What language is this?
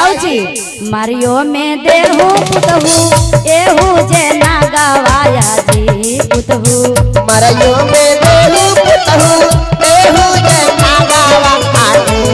Magahi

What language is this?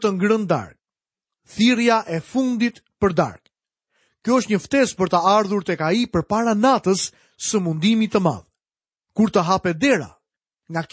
Albanian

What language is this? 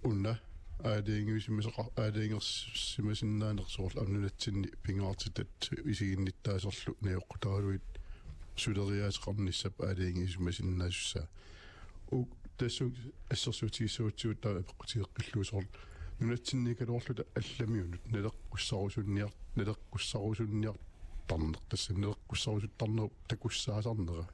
Kalaallisut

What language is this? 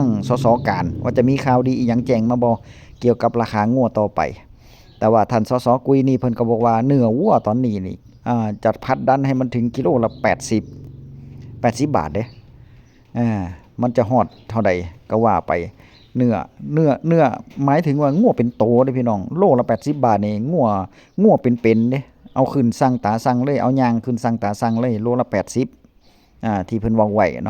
Northeastern Thai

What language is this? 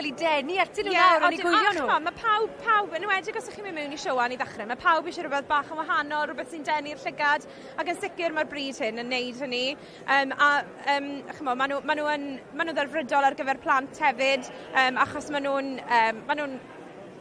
Welsh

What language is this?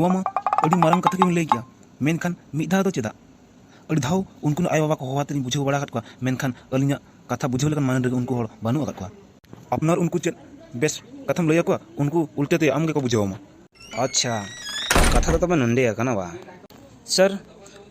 Santali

